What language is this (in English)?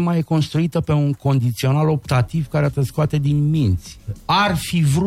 Romanian